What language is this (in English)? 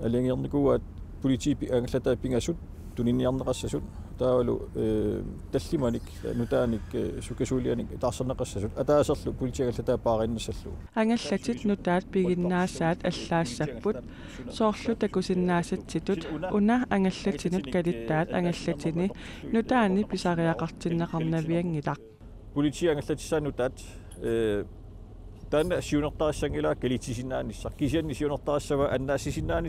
Kalaallisut